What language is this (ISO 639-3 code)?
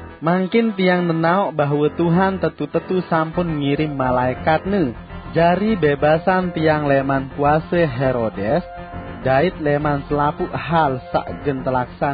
sas